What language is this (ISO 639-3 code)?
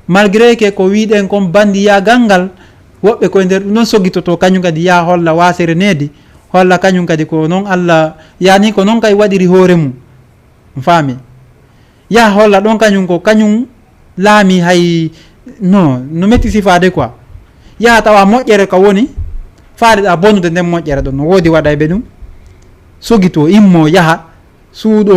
ful